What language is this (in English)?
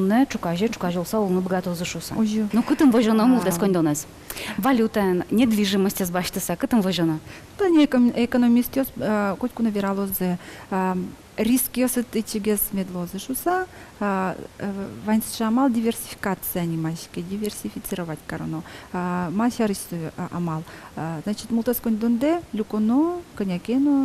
Udmurt